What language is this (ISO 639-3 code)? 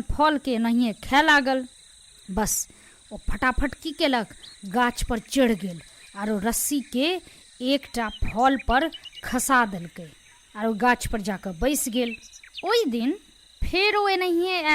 mai